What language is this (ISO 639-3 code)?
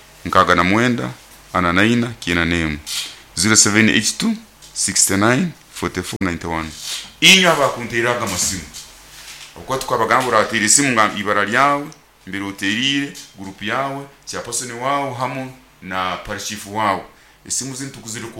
nyo